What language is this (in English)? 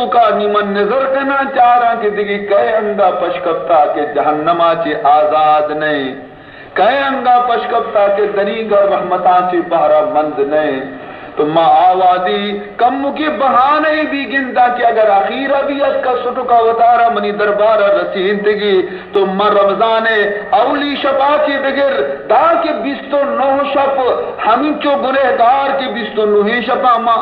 Baluchi